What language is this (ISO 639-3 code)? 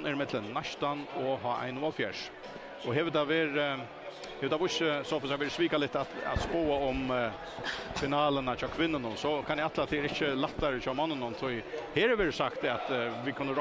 fao